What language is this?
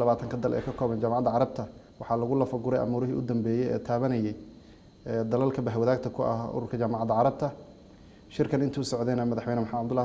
Somali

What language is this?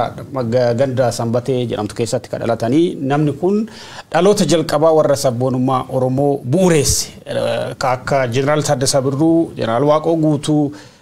Oromo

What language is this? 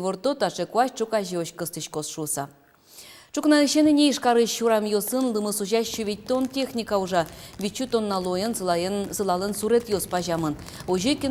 Udmurt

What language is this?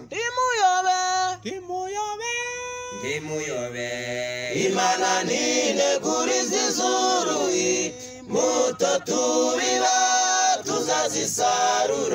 Kinyarwanda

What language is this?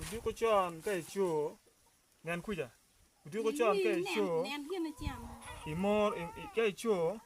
Acoli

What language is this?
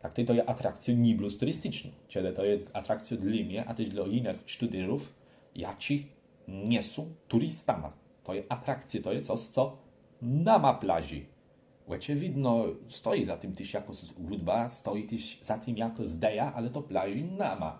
Kashubian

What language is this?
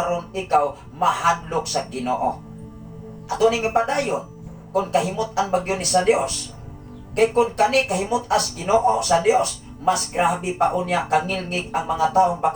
Cebuano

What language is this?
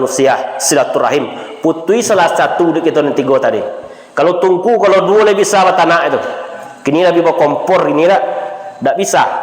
Minangkabau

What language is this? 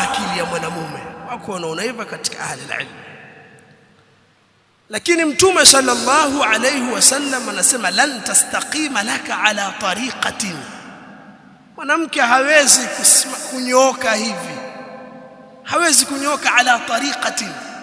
Swahili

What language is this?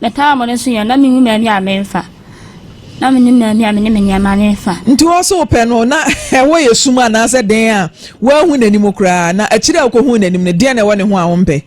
Akan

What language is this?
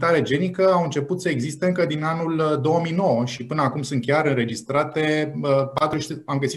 Romanian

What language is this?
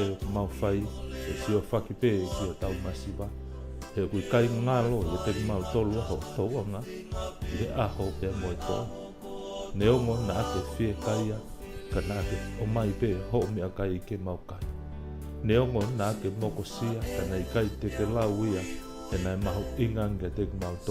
Tongan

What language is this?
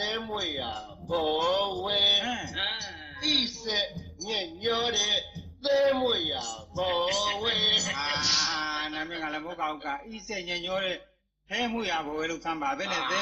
Burmese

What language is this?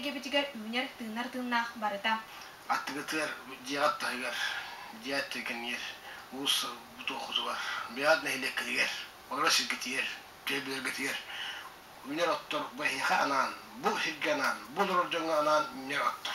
Yakut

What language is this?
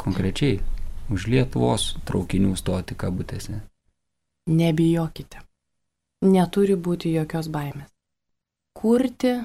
Lithuanian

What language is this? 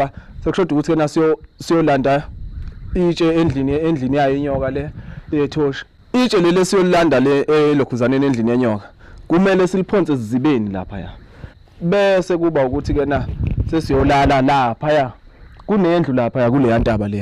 Zulu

